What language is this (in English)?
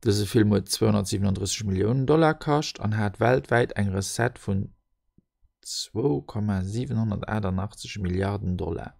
Luxembourgish